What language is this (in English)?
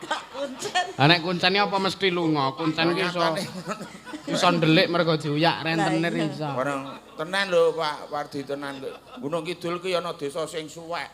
Javanese